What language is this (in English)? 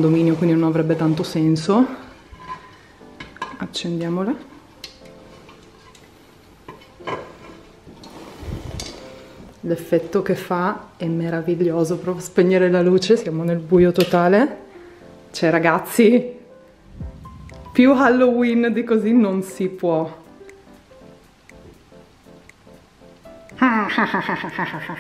Italian